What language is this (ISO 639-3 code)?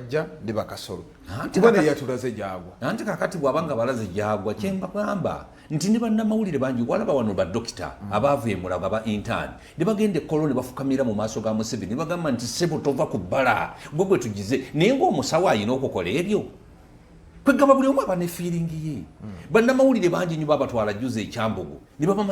lug